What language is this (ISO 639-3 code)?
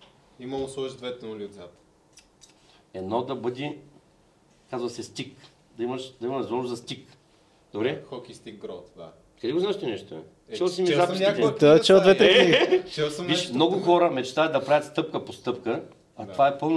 bul